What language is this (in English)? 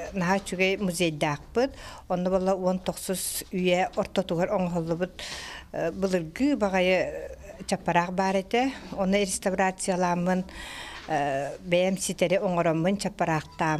Yakut